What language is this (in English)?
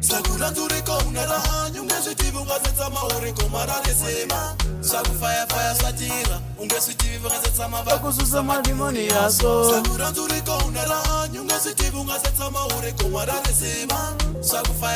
Tsonga